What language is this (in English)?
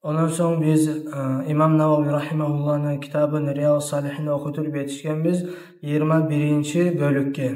Kumyk